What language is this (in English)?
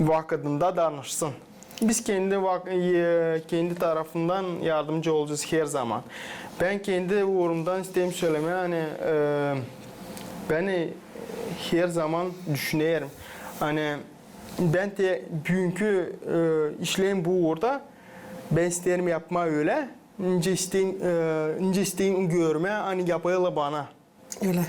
Gagauz